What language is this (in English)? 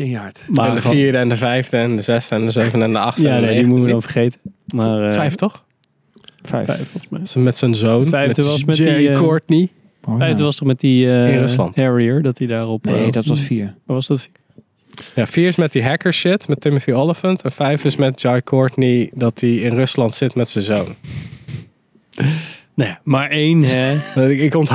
Dutch